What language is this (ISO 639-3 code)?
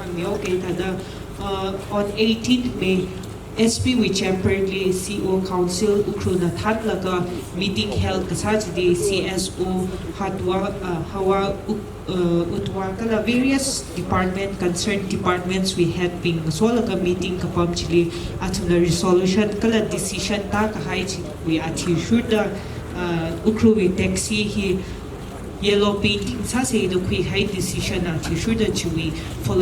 nmf